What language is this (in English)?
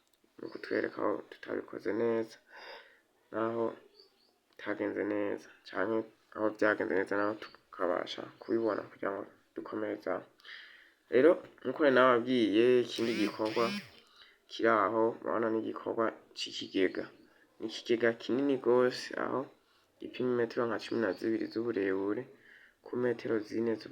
Rundi